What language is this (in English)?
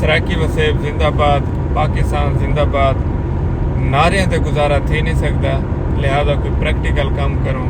Saraiki